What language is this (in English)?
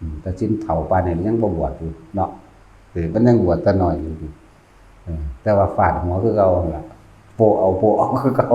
Northeastern Thai